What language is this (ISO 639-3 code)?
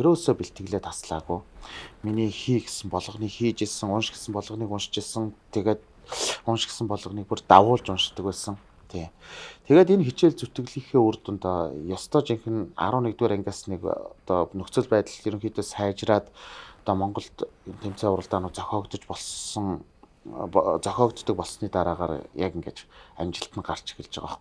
mon